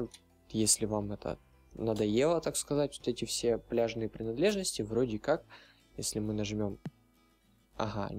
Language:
Russian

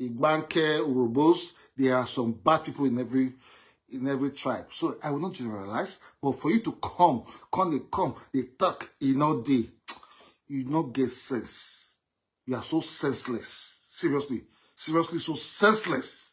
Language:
Nigerian Pidgin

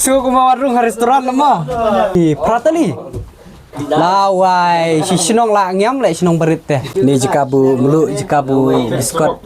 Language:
Khasi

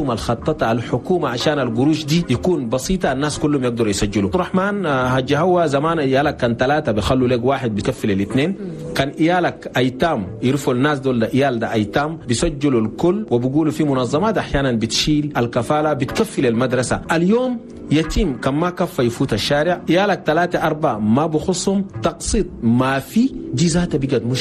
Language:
Chadian Arabic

